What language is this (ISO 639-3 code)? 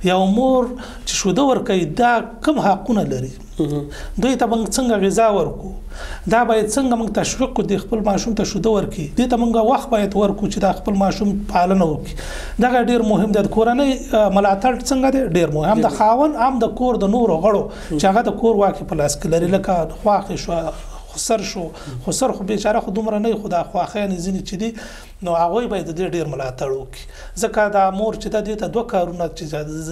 pus